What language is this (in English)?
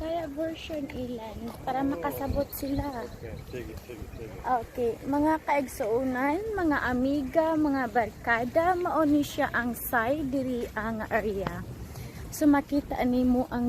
Cebuano